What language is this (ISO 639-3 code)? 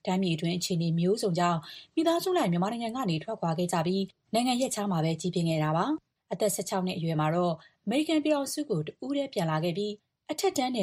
mya